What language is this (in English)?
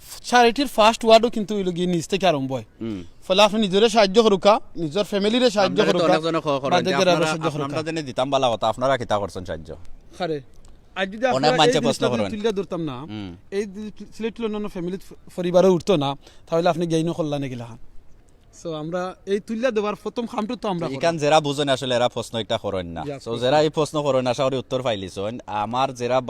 Sylheti